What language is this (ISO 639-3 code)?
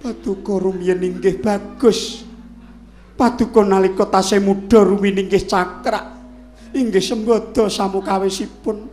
jav